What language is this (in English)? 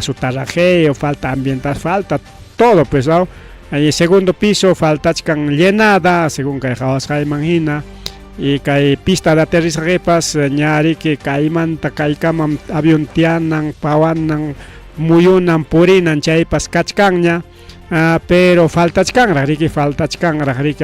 Ayacucho Quechua